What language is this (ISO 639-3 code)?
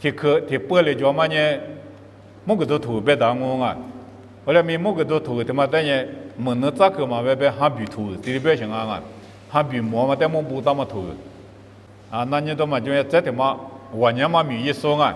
lis